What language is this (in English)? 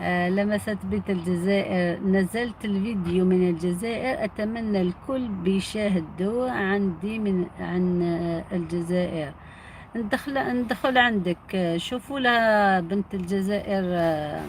Algerian Arabic